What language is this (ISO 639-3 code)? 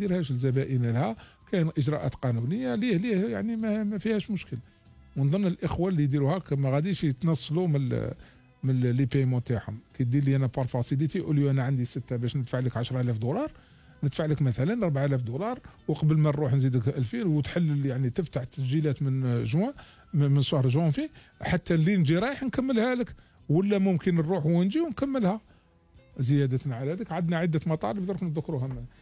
arq